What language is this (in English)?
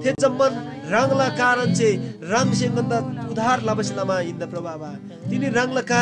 Eastern Tamang